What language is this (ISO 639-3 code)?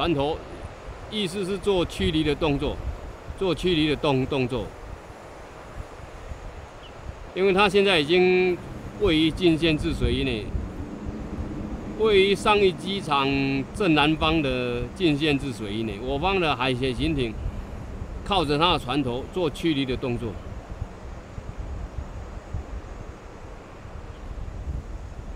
zho